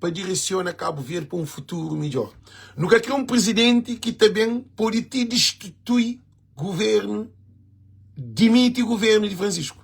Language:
Kabuverdianu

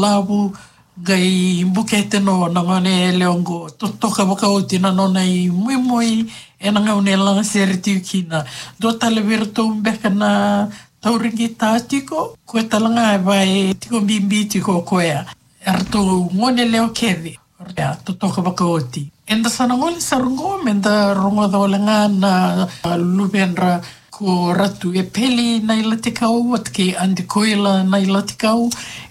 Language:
Fijian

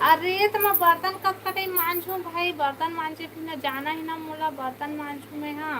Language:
Chhattisgarhi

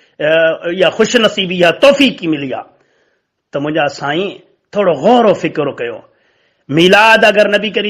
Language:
Sindhi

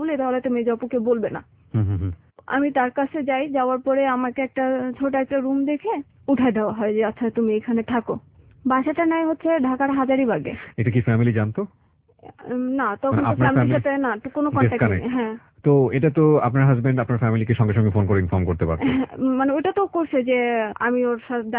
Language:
Bangla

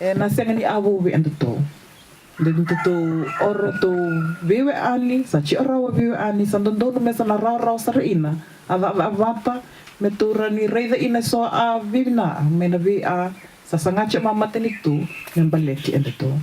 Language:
Fijian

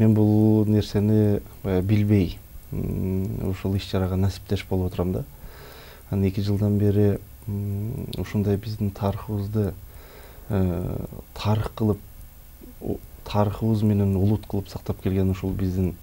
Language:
Kyrgyz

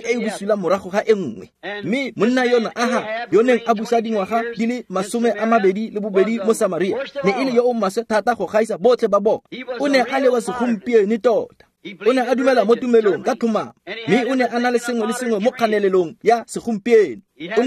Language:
Tswana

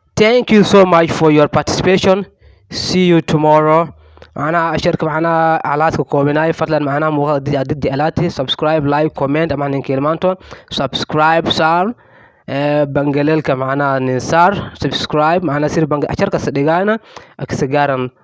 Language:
Somali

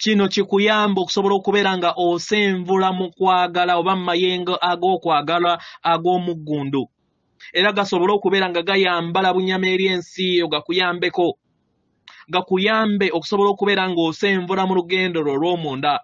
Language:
Ganda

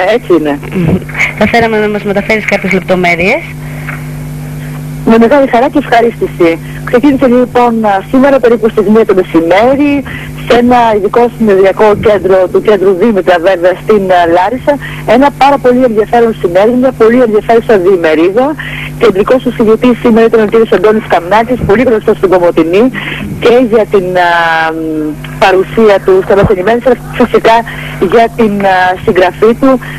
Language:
Greek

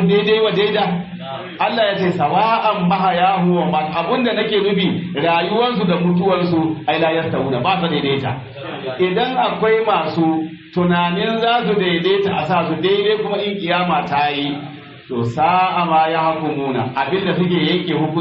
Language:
Hausa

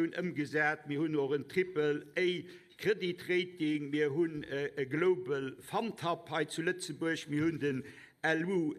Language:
Luxembourgish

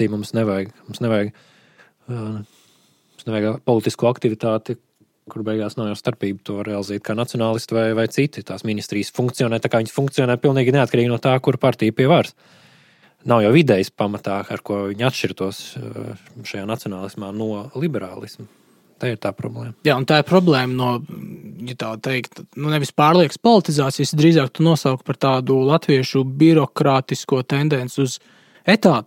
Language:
Latvian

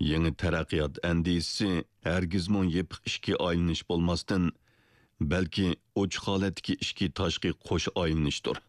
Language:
Uyghur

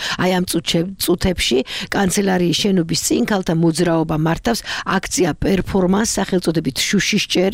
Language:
Georgian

